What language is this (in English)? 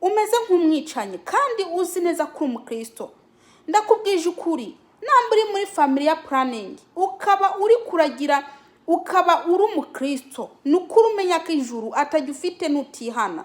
Rundi